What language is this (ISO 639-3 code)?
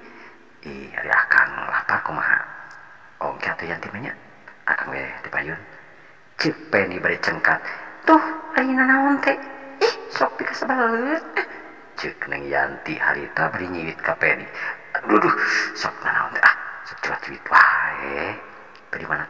sun